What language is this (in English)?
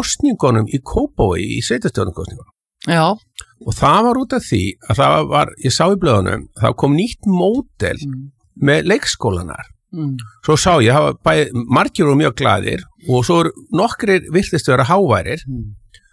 Icelandic